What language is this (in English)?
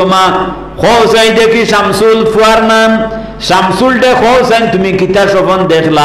Sylheti